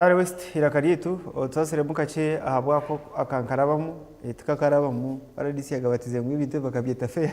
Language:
Nyankole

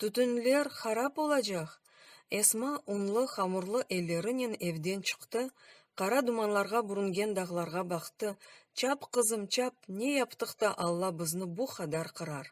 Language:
Crimean Tatar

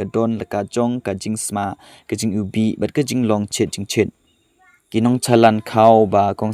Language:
Khasi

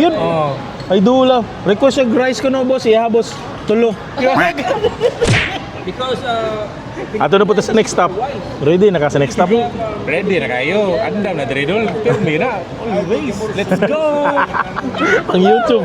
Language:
Cebuano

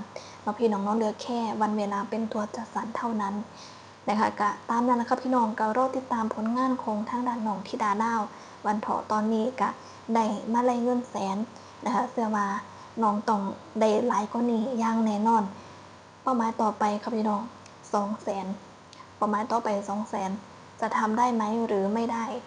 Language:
Northeastern Thai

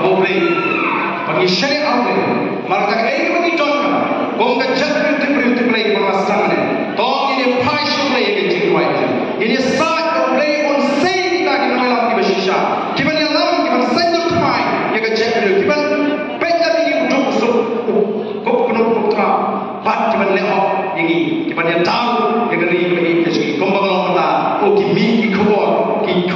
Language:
Khasi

